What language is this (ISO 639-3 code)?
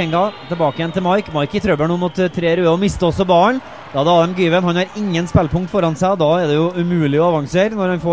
nor